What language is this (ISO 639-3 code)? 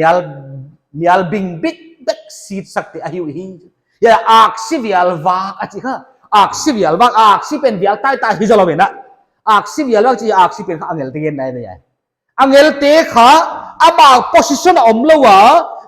pck